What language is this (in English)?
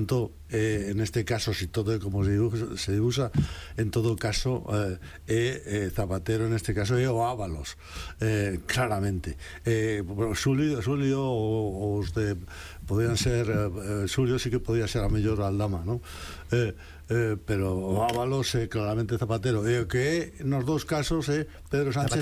Galician